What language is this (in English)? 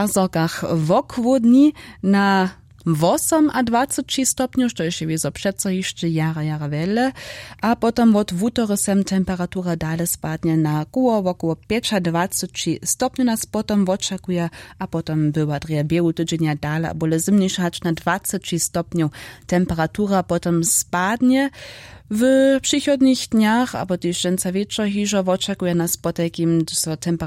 Upper Sorbian